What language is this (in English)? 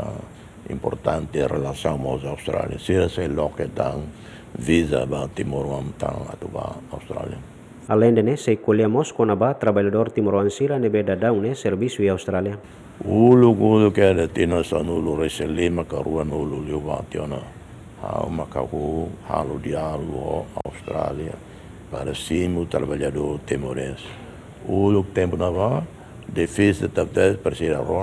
Tetum